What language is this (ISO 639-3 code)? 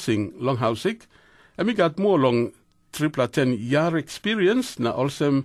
tpi